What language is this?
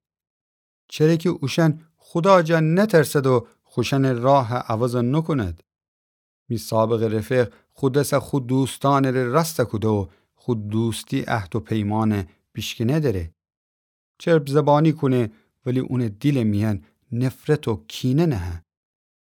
Gilaki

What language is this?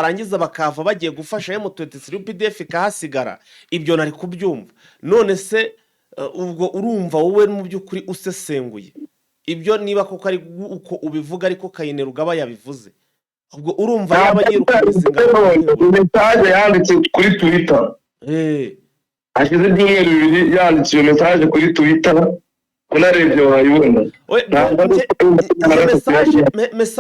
Kinyarwanda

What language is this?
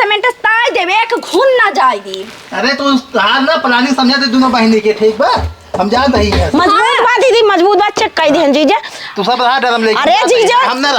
Awadhi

